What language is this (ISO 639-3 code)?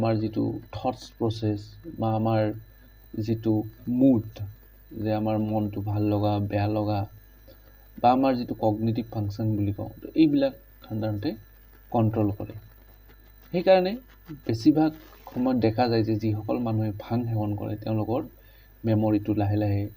asm